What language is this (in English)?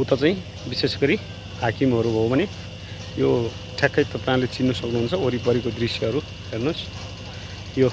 Nepali